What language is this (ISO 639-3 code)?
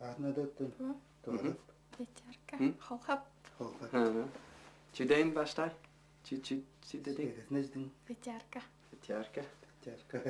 tyv